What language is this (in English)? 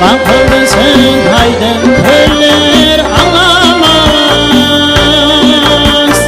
Kara-Kalpak